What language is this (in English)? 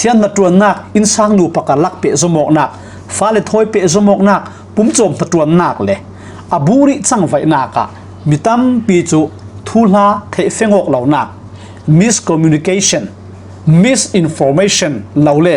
Falam Chin